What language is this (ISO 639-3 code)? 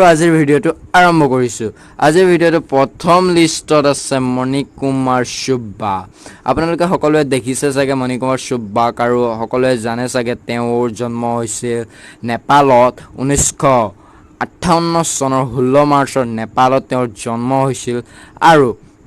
asm